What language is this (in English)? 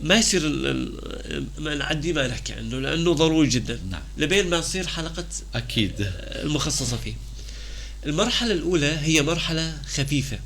North Levantine Arabic